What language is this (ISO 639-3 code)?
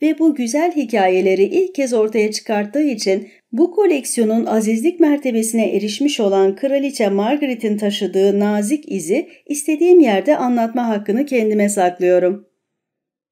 tur